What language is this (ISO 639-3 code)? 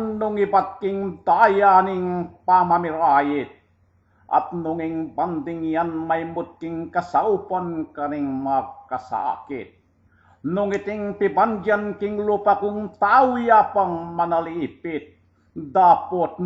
pam